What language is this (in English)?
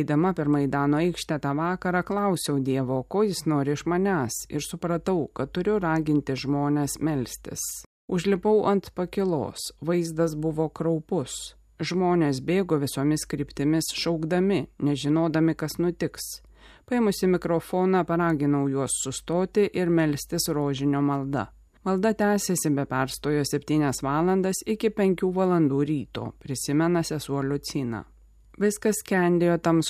Lithuanian